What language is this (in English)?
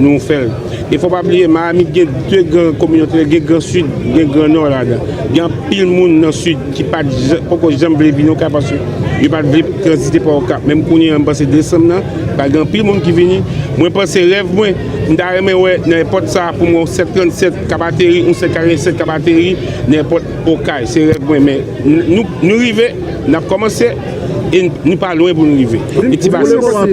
Haitian Creole